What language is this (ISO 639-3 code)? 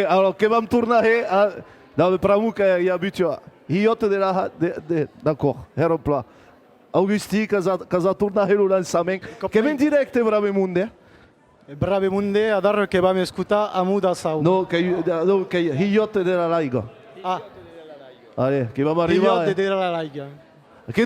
oci